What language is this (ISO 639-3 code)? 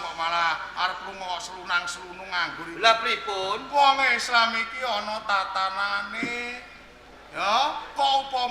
jav